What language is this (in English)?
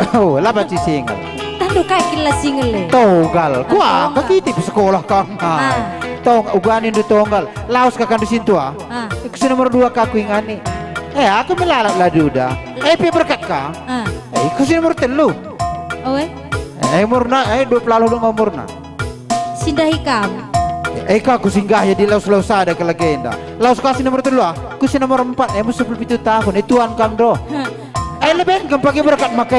Batak Karo